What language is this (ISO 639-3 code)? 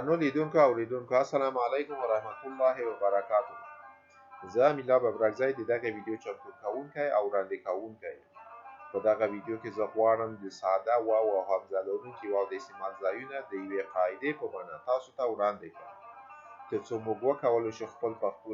pus